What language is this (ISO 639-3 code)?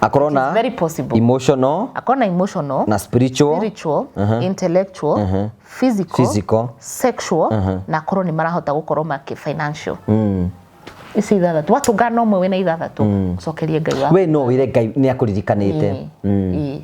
kik